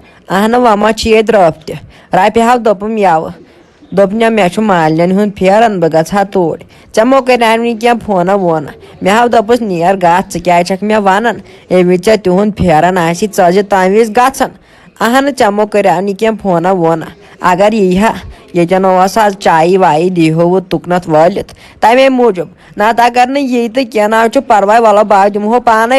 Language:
Kashmiri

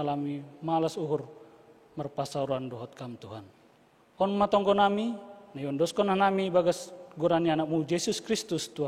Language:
Batak Simalungun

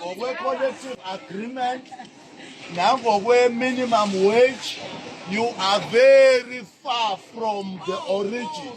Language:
Zulu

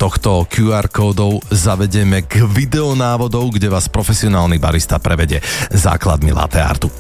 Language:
Slovak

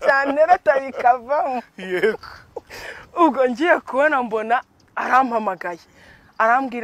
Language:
Kinyarwanda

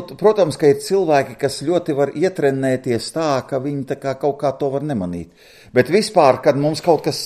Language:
Latvian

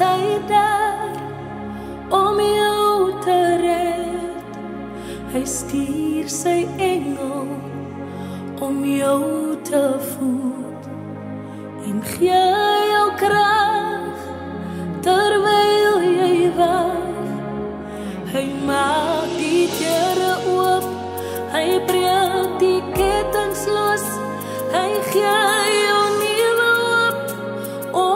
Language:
Afrikaans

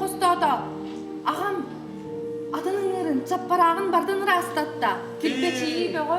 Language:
Yakut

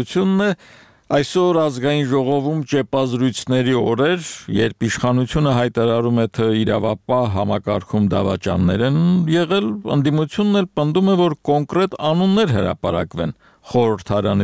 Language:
Armenian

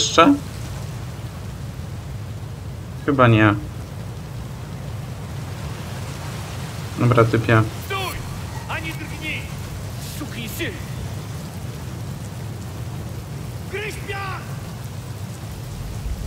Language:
Polish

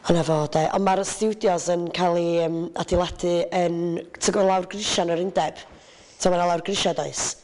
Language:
Welsh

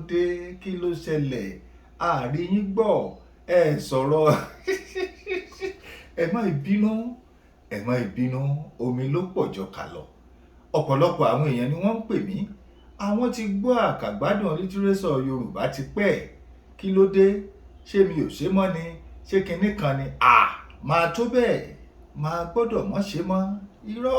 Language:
Yoruba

